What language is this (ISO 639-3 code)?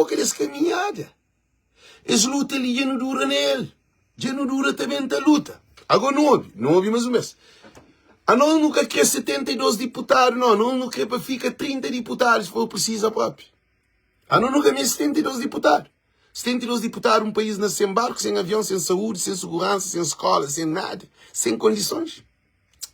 kea